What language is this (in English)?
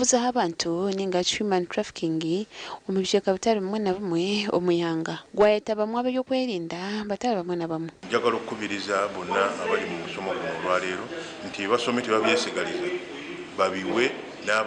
Nyankole